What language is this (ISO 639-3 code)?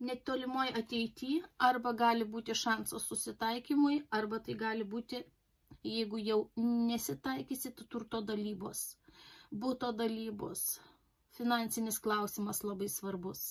lit